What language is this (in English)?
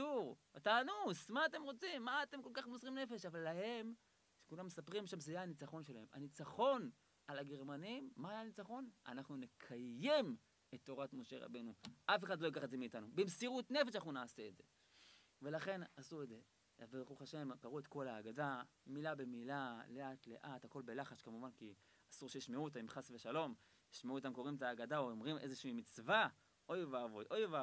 Hebrew